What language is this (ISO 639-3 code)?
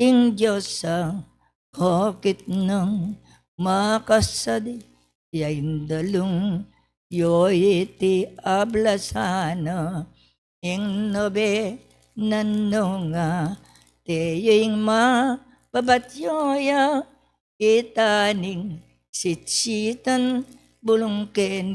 pam